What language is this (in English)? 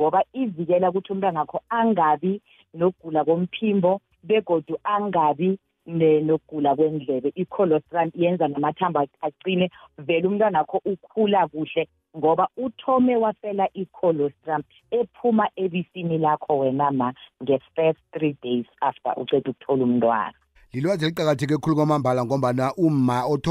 South Ndebele